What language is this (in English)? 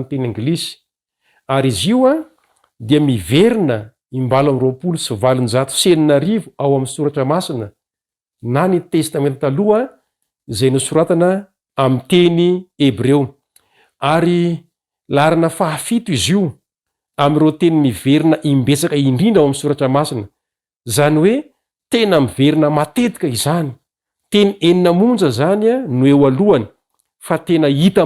Malagasy